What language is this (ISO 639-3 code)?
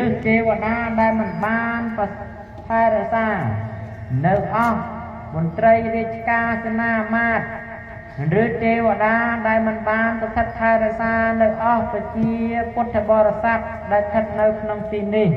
khm